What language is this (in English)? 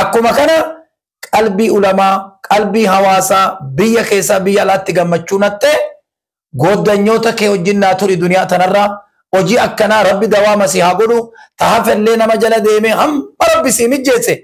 Oromo